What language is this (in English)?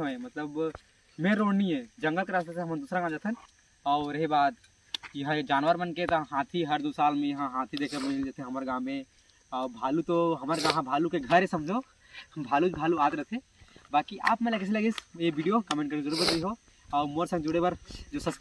Chhattisgarhi